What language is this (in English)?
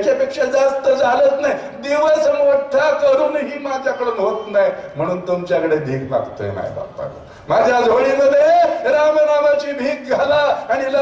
Marathi